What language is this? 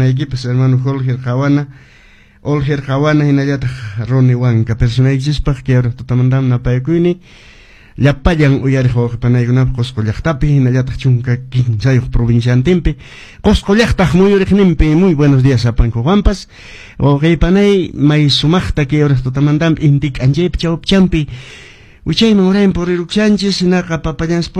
Quechua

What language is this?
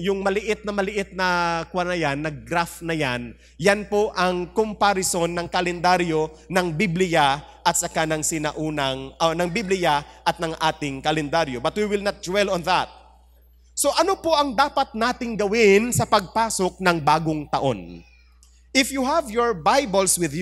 Filipino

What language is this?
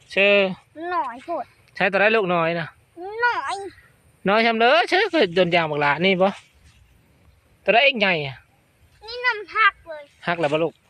Northeastern Thai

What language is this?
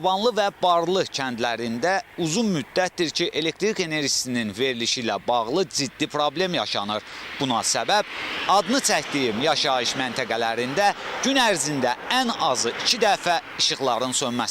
Azerbaijani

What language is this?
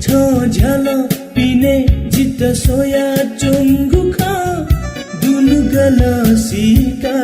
Newari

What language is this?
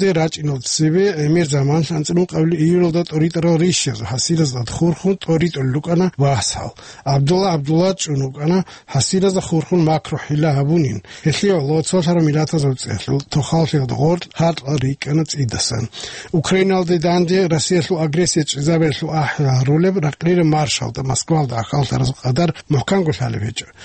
Avaric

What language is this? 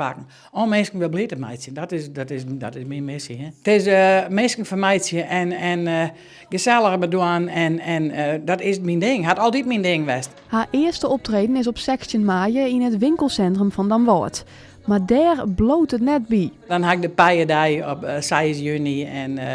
Western Frisian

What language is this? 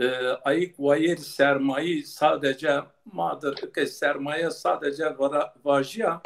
Zaza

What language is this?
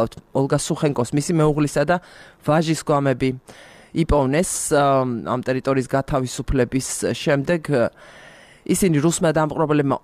Georgian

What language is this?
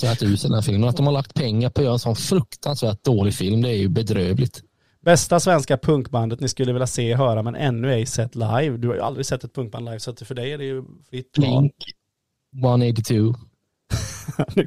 Swedish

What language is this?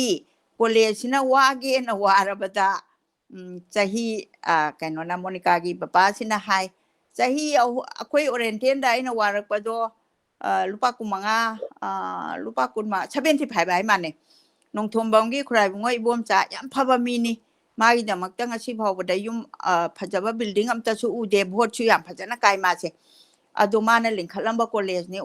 Manipuri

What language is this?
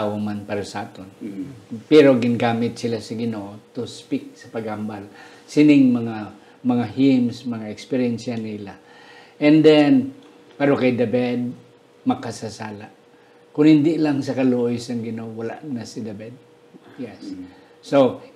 Hiligaynon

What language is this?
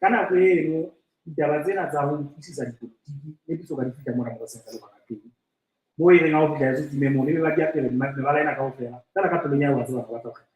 Southern Sotho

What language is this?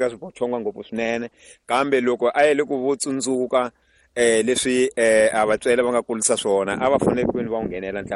Tsonga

